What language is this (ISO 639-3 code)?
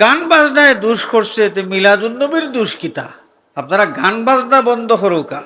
syl